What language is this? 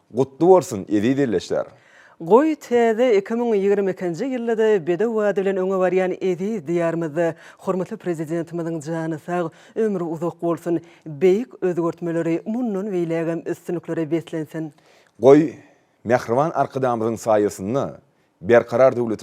Turkmen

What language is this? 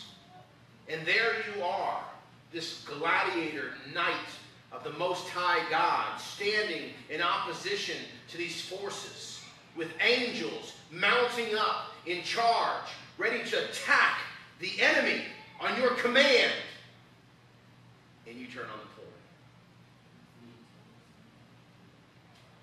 English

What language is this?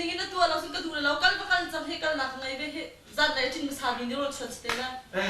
Hakha Chin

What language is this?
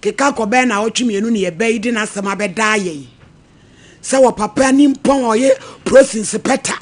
Akan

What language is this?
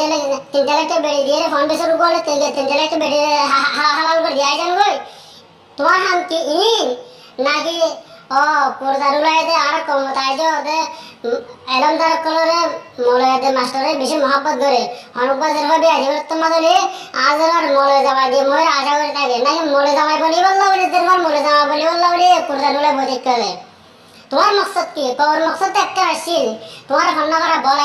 Rohingya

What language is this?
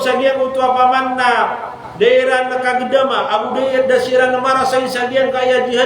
Maranao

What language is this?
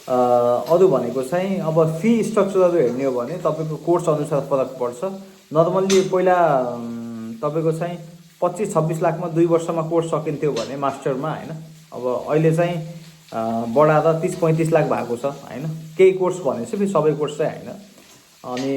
Nepali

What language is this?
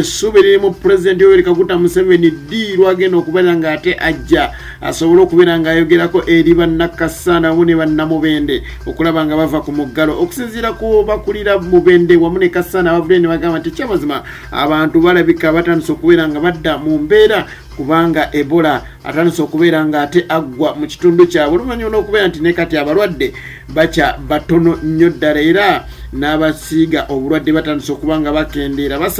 Ganda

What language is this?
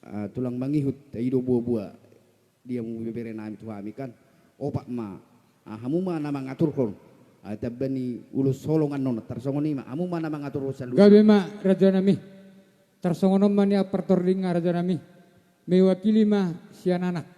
Batak Toba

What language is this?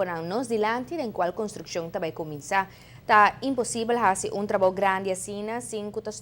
Papiamento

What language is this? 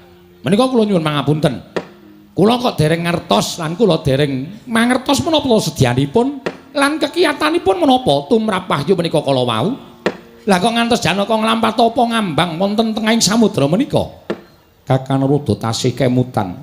Javanese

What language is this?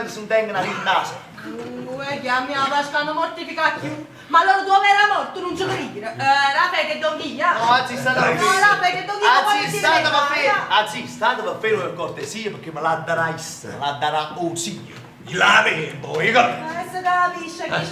Neapolitan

